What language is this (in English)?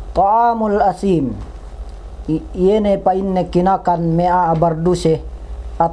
Yakan